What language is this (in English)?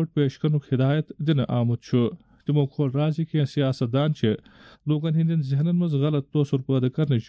Kashmiri